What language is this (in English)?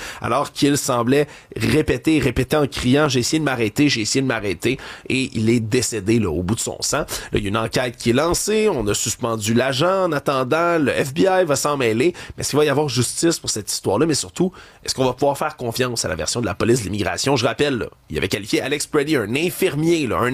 French